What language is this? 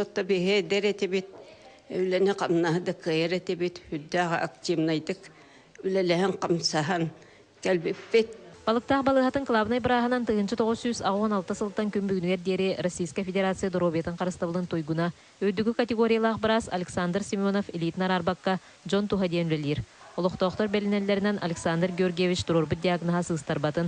Yakut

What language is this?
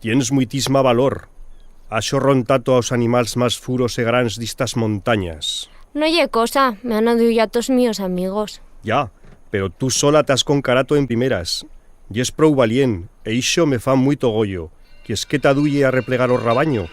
Aragonese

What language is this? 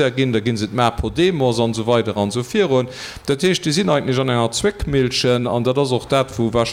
Luxembourgish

